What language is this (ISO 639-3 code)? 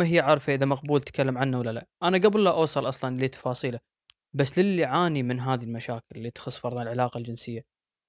afb